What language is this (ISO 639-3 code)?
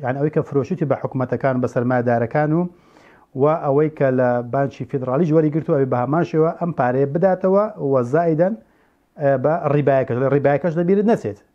ckb